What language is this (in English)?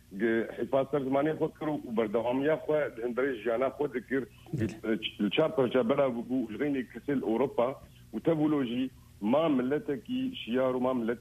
Kurdish